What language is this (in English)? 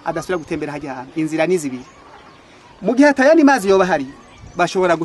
Rundi